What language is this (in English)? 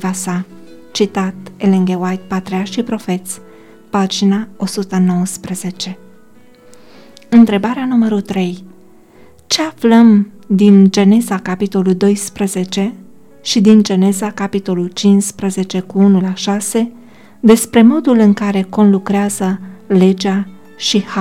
Romanian